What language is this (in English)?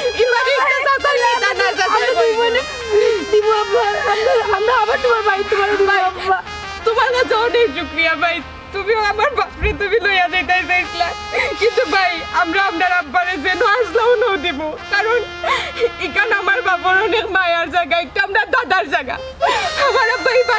Sylheti